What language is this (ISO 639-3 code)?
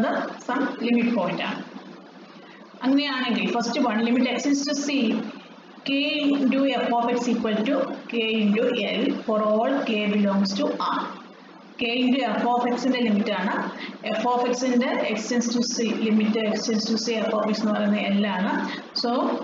mal